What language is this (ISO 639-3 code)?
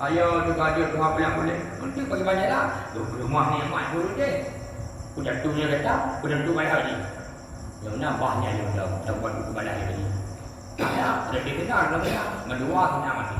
ace